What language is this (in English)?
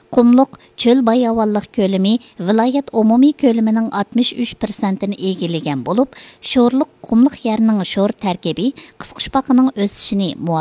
Uyghur